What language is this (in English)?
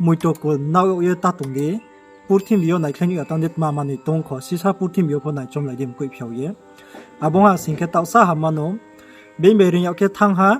Riang (India)